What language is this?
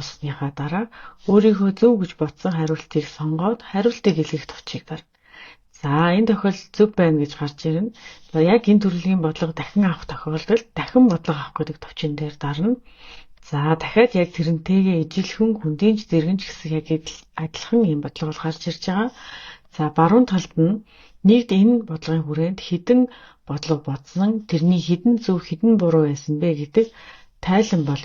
Mongolian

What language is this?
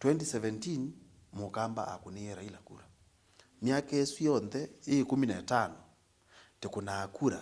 Kamba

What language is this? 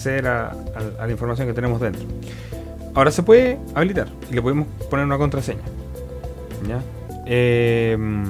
Spanish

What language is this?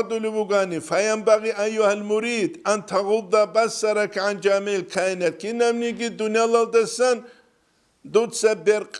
Avaric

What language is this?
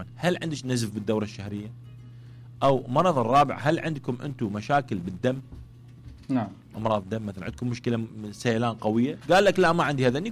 Mesopotamian Arabic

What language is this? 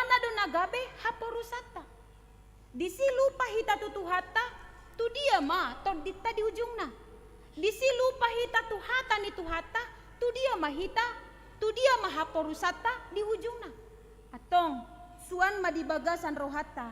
Batak Toba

